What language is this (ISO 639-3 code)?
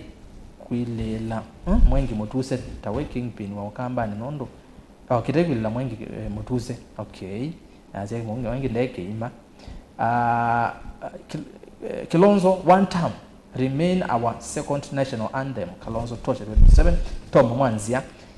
kam